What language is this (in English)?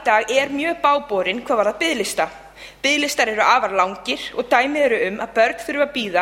Icelandic